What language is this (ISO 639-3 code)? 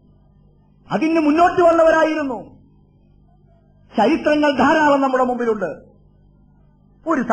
mal